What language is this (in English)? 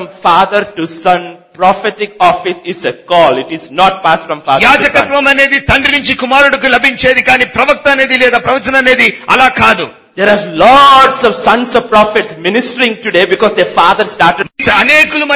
Telugu